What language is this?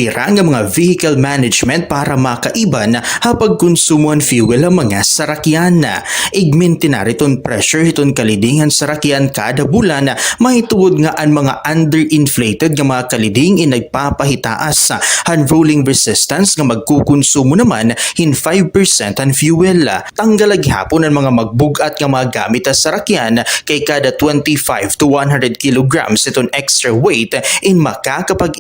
Waray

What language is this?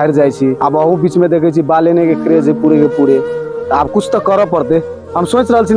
Maithili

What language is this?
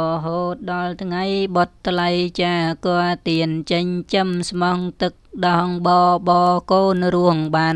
Khmer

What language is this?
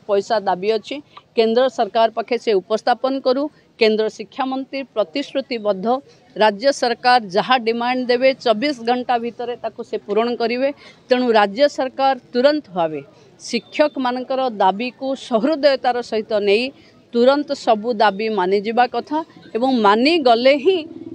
Odia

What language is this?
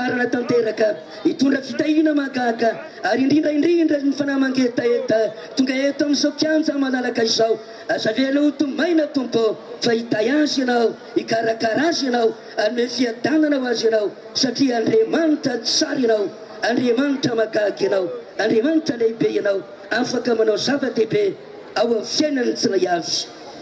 Malagasy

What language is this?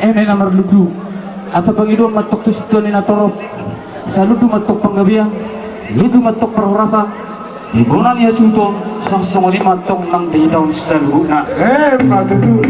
Batak Toba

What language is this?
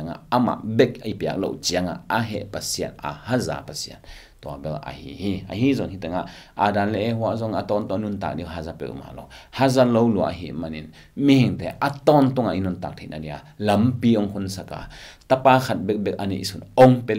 Tedim Chin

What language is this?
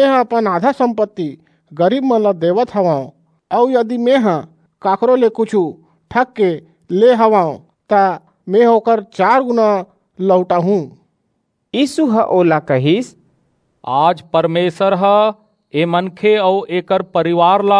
Chhattisgarhi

